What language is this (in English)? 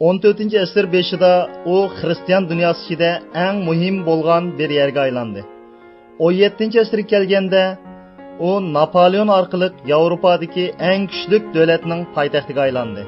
Uyghur